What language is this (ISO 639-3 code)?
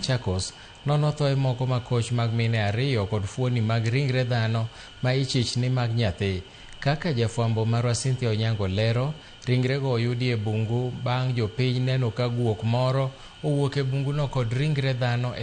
luo